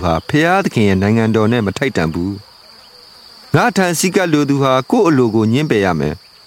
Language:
Burmese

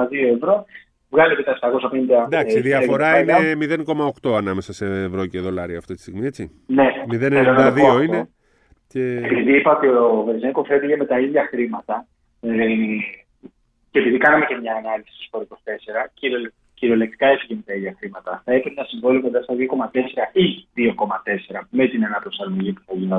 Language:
Greek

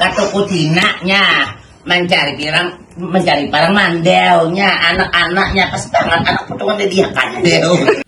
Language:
Banjar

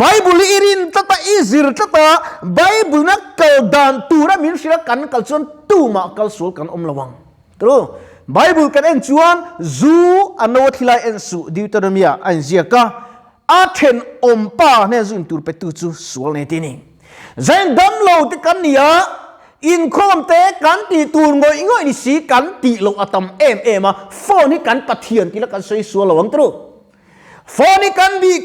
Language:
Mizo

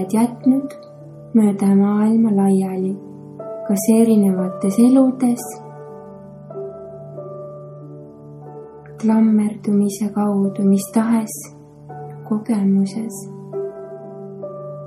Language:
Estonian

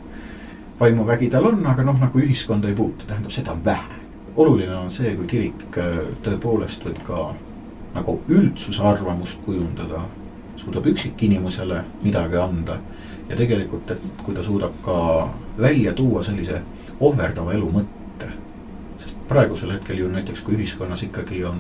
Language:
Estonian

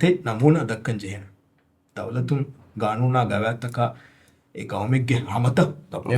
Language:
Divehi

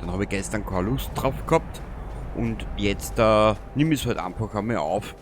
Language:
Bavarian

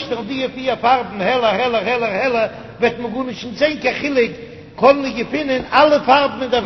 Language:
Yiddish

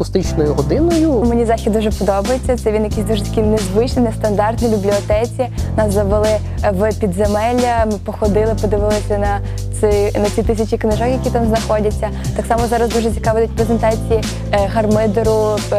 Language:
Ukrainian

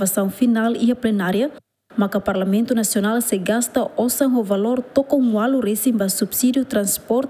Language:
Tetum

